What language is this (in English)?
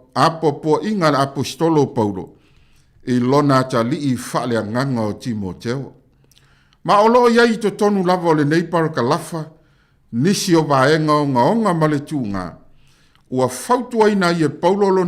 Samoan